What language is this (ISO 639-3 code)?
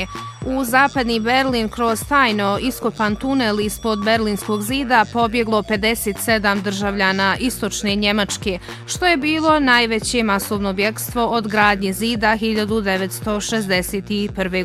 bos